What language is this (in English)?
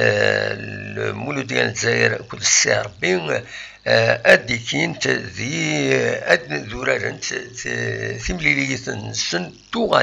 Kabyle